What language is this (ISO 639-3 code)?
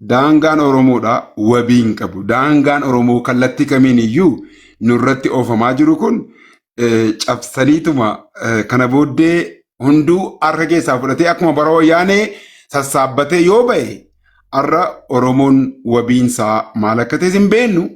orm